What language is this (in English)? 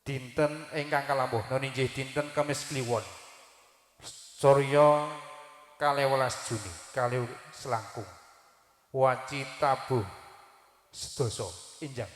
Javanese